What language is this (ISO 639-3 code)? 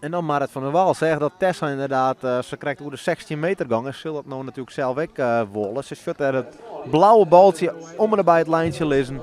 fry